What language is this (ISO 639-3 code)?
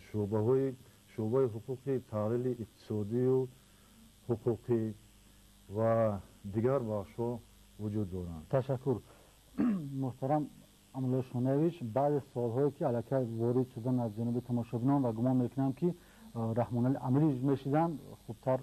tgk